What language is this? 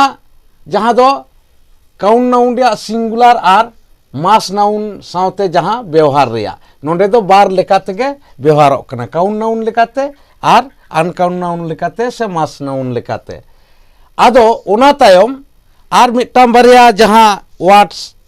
Santali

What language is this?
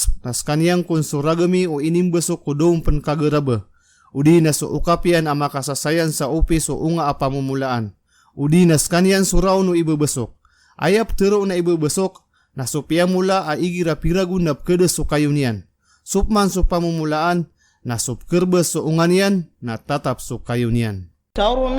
Maranao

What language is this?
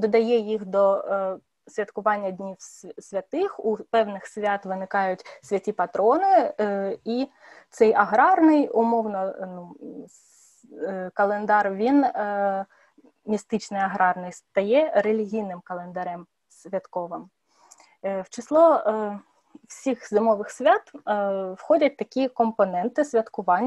Ukrainian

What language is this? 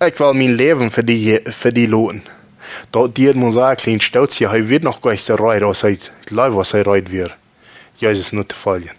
Plautdietsch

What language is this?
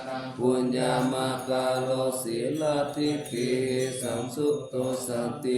Pali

